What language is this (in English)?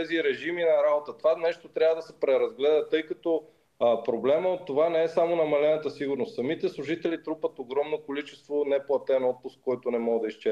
Bulgarian